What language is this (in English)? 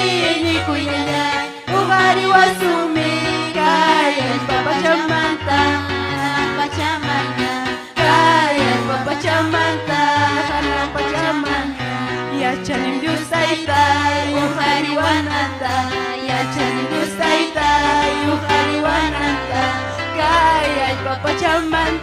Ayacucho Quechua